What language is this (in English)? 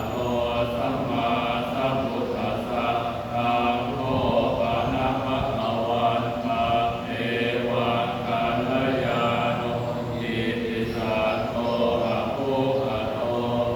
Pali